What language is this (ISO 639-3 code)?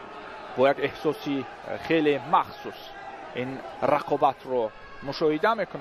tgk